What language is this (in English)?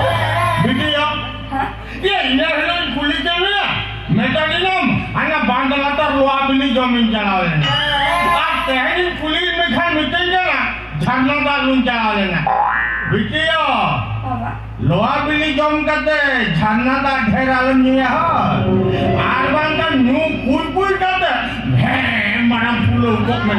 Santali